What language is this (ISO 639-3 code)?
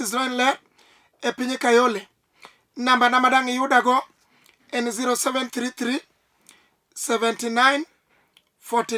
luo